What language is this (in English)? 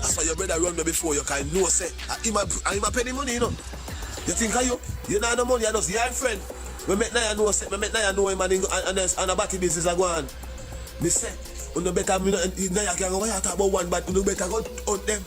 Jamaican Creole English